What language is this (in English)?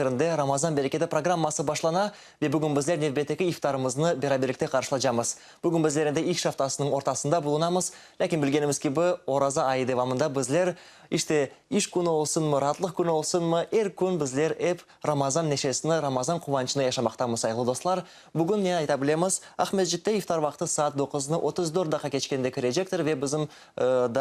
Crimean Tatar